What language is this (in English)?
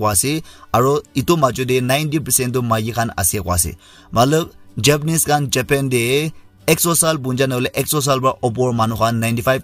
Naga Pidgin